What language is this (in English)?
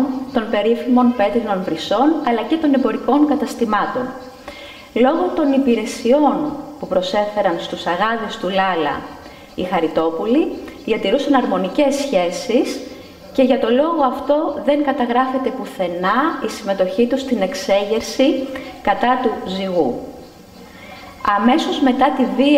Greek